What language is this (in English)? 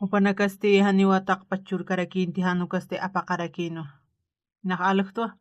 Aymara